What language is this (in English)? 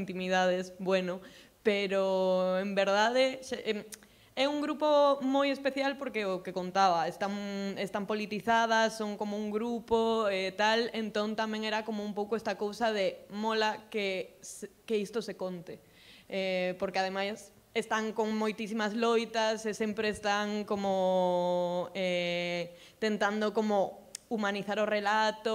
Galician